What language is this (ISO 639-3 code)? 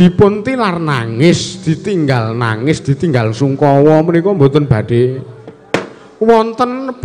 jav